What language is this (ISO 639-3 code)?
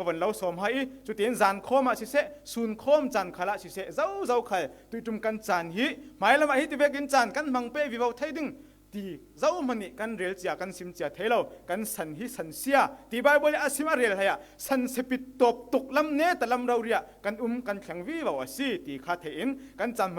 cfm